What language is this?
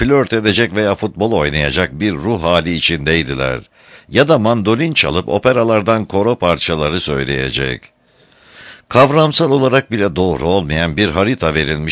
Turkish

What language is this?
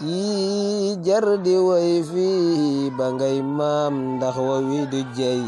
Wolof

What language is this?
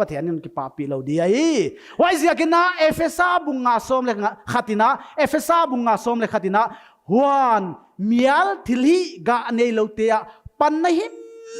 Paite Chin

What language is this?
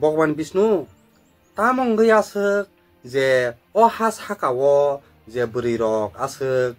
Kok Borok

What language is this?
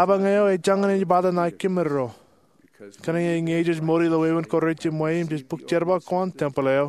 Marshallese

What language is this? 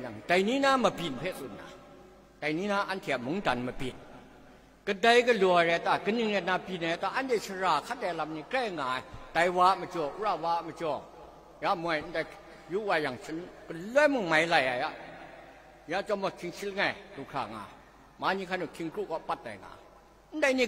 Kachin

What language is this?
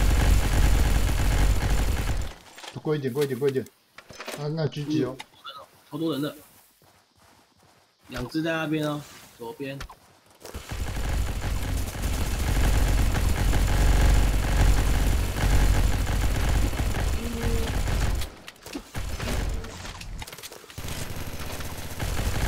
Chinese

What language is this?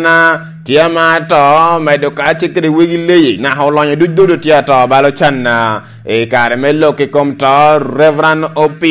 Lango (Uganda)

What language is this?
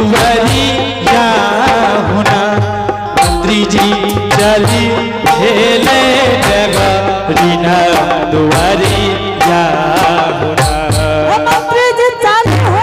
Angika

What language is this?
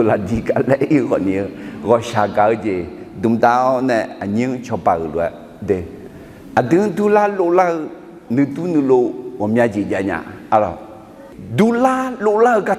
Akha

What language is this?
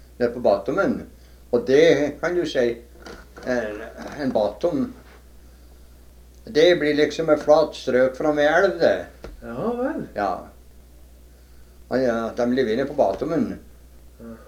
Norwegian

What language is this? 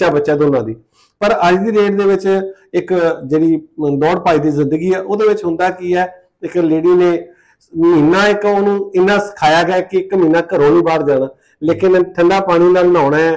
Punjabi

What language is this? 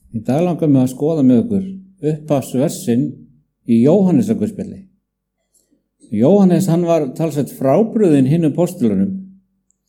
Icelandic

